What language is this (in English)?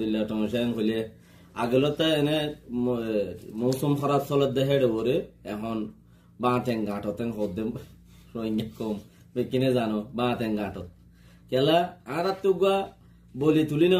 Rohingya